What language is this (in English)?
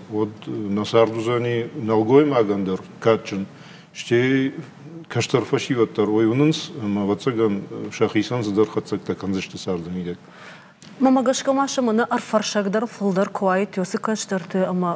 Ossetic